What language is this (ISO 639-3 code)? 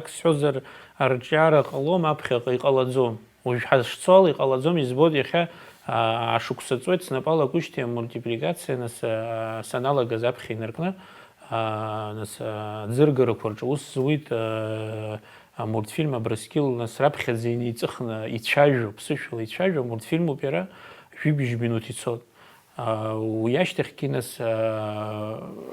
abk